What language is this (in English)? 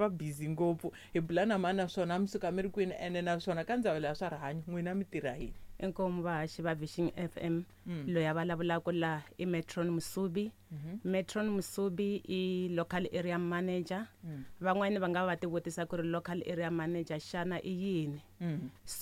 Tsonga